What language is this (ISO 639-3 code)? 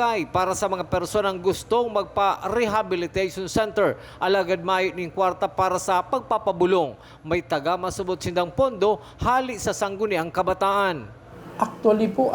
bik